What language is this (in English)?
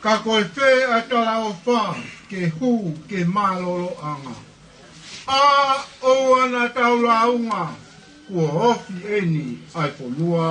Tongan